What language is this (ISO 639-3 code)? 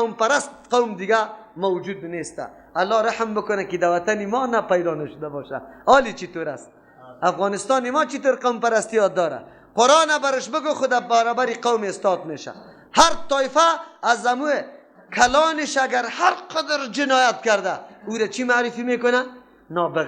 fas